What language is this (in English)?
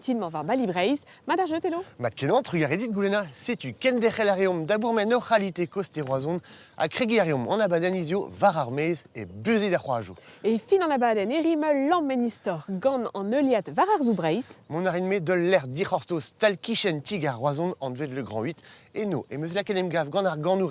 Breton